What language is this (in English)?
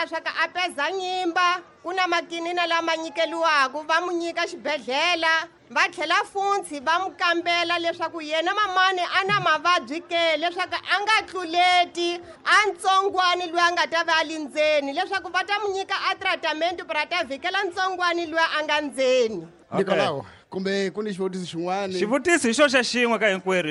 Tsonga